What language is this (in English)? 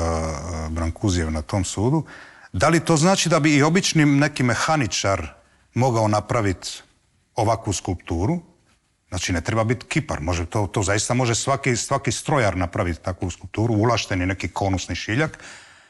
Croatian